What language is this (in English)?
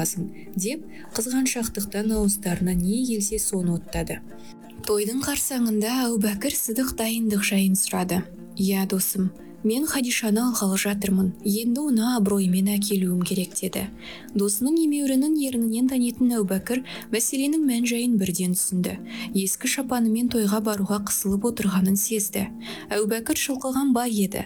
Kazakh